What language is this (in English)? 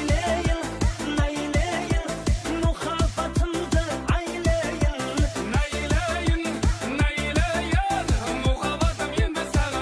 Kara-Kalpak